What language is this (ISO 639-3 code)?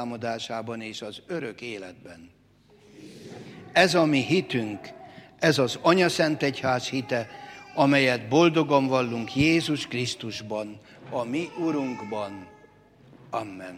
hun